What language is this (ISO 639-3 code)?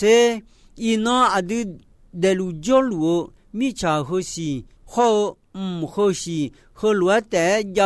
ahk